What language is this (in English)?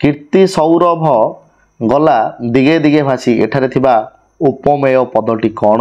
Odia